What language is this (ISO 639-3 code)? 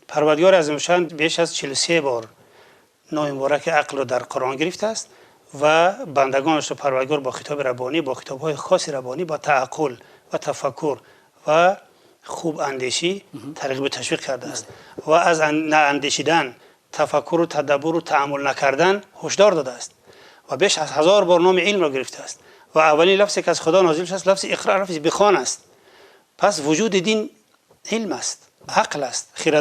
tgk